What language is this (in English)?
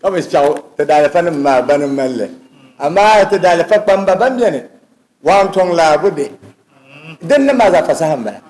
Dagbani